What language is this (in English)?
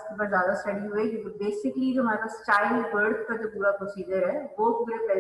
Hindi